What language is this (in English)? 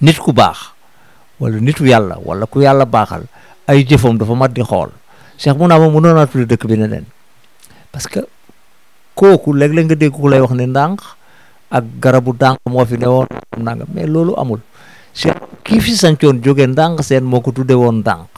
Wolof